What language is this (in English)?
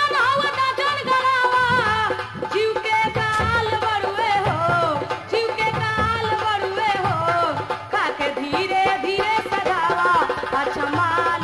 Bhojpuri